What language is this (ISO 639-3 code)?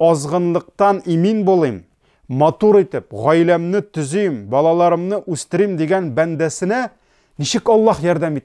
tat